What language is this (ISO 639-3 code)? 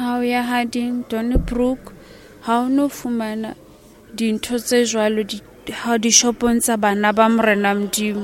sot